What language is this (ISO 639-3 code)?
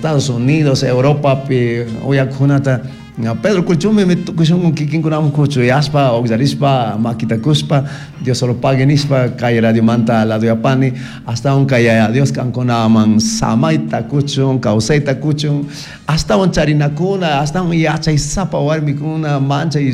qug